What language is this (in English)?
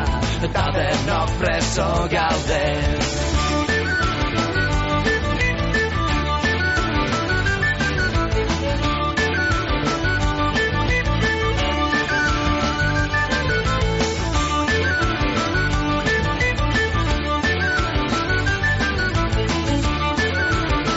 Basque